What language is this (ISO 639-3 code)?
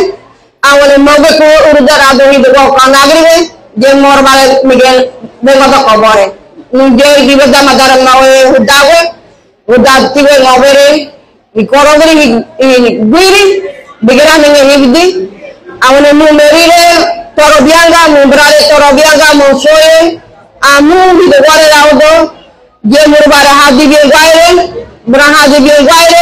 gym